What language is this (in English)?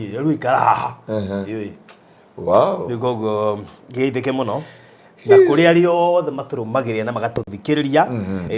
Kikuyu